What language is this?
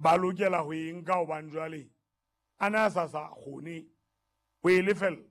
Southern Sotho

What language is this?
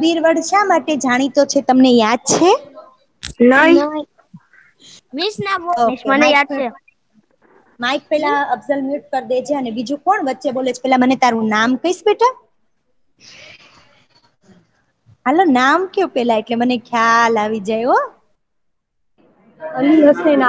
Gujarati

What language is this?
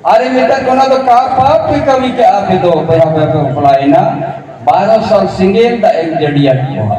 Santali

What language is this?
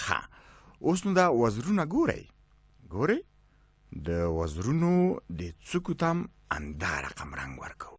Pashto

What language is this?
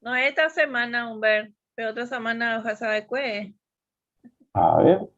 Guarani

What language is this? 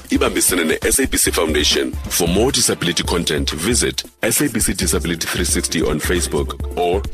Xhosa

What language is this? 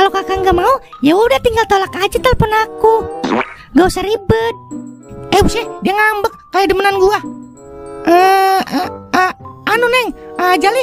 Betawi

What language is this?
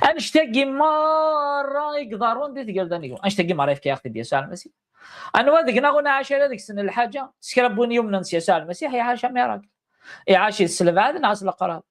Kabyle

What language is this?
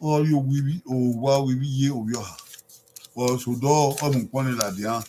Bini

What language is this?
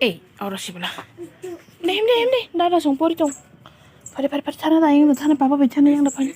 Kok Borok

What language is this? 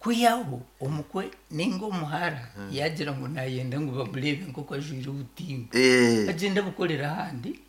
Nyankole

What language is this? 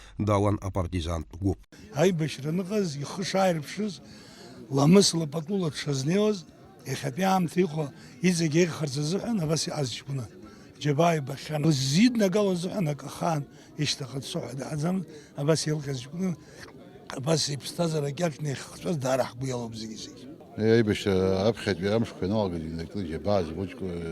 Abkhazian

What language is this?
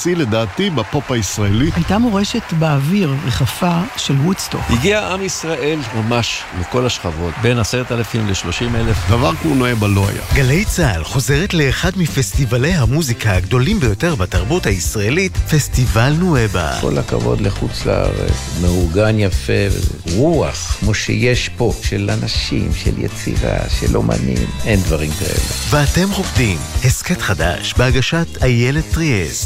Hebrew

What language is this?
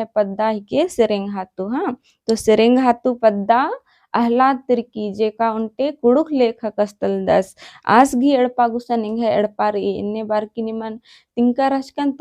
Kurukh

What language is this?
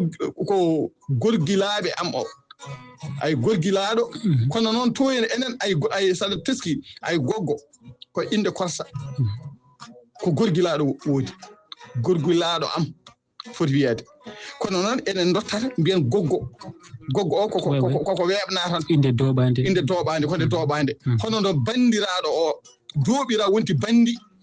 Fula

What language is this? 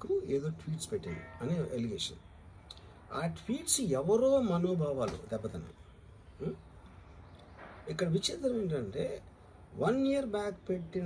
Telugu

